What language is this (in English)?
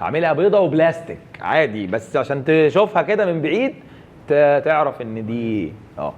Egyptian Arabic